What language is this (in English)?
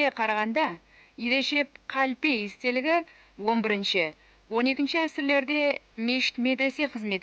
Kara-Kalpak